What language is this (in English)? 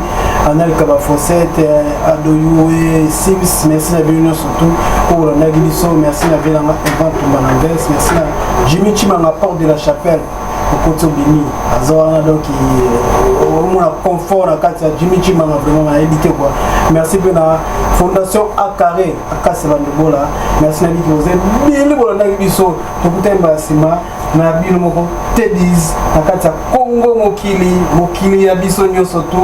Lingala